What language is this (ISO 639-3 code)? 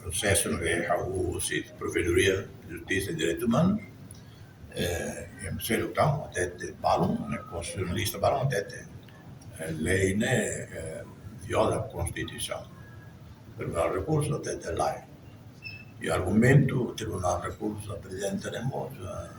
tet